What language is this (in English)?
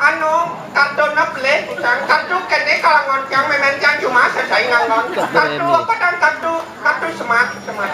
Balinese